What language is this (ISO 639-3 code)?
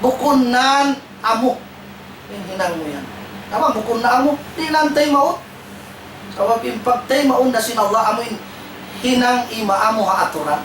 tsg